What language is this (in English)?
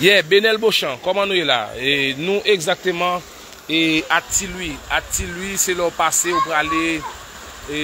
Haitian Creole